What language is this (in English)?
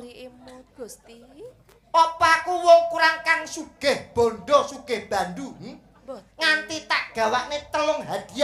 Javanese